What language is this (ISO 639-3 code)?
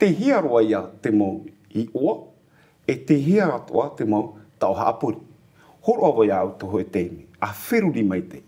tah